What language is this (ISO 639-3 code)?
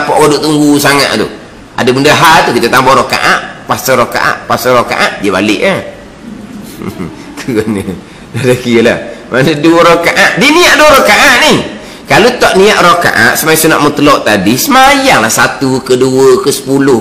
msa